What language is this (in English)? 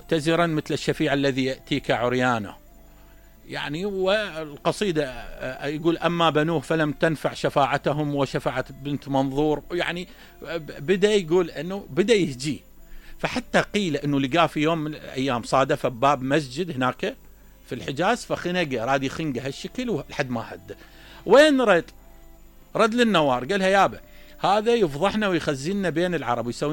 Mesopotamian Arabic